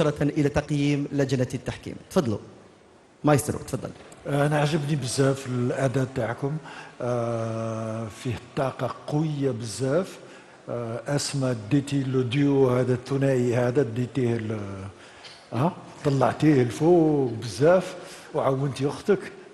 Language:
Algerian Arabic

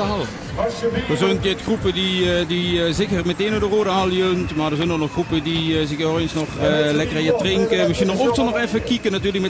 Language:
Limburgish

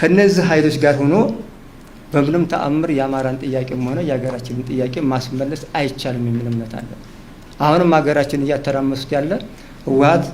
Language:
Amharic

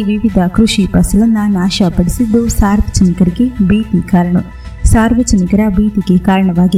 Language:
Kannada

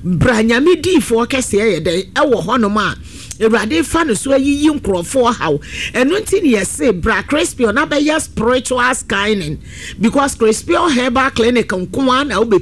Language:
Akan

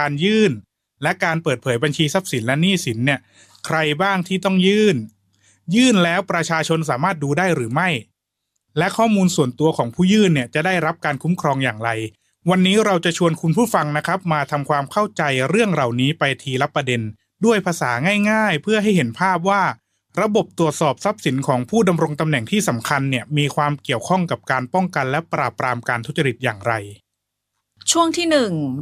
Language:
Thai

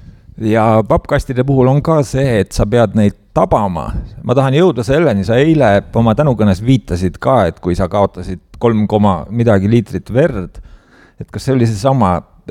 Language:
Estonian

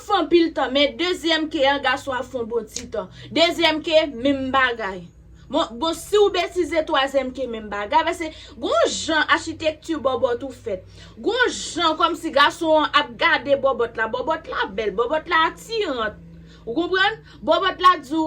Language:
Haitian Creole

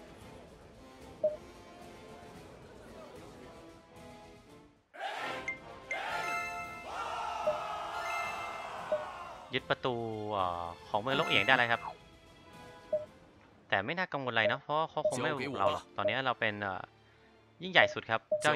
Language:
Thai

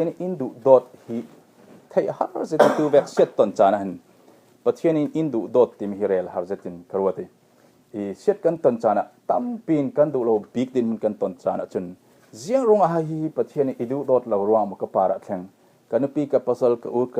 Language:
Falam Chin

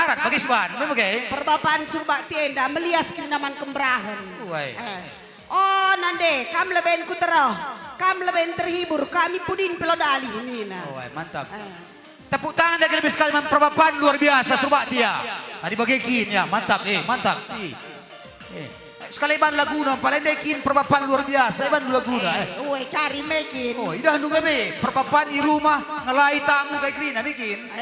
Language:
Batak Karo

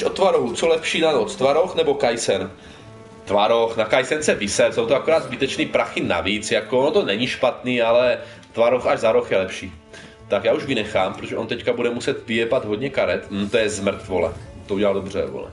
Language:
Czech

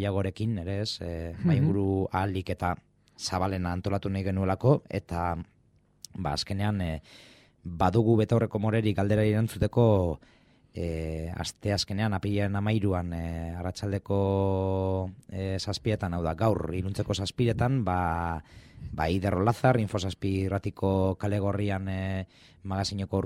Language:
Basque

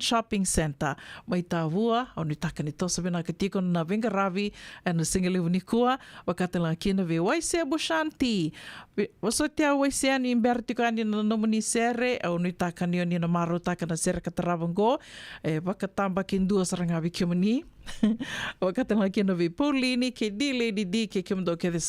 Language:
Fijian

